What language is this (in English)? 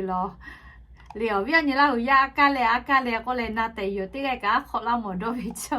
Lahu